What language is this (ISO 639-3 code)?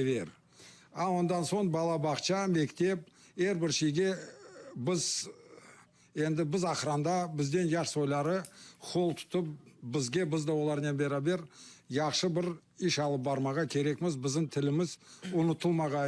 crh